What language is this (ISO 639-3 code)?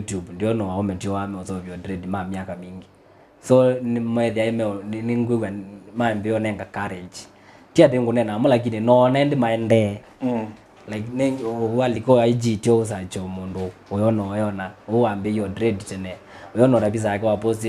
kam